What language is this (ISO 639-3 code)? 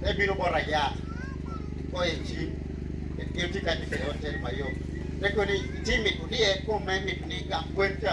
laj